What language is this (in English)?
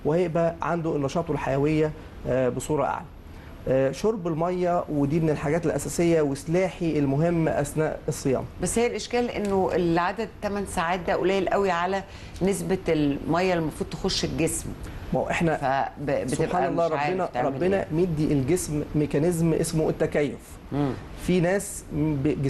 Egyptian Arabic